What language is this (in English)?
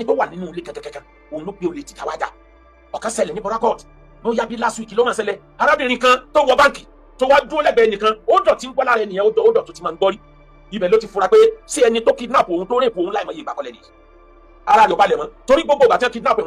Yoruba